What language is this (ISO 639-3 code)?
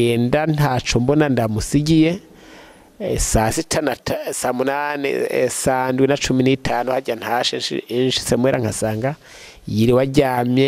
run